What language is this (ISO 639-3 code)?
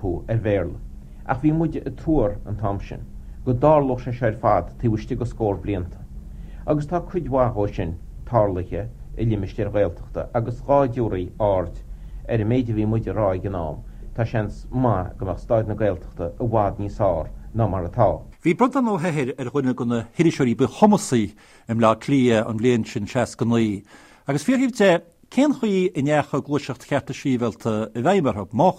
gle